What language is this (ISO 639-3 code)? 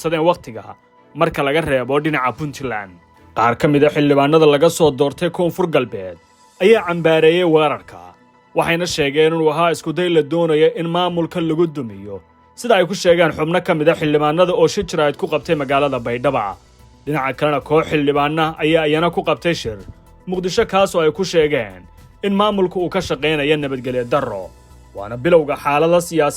som